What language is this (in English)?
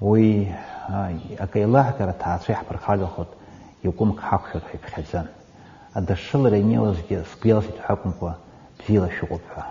Abkhazian